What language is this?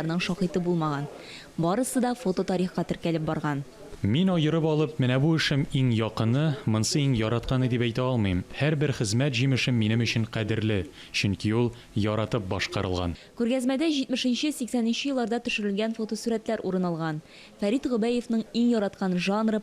Tatar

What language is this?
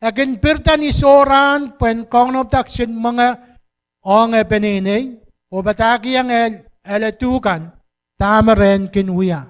Pohnpeian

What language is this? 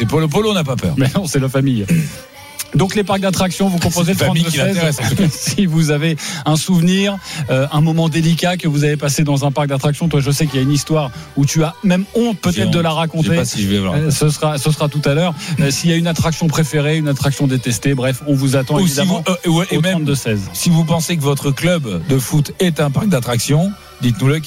French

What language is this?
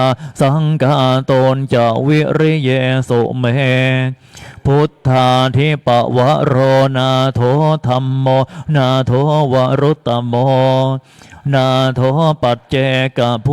Pali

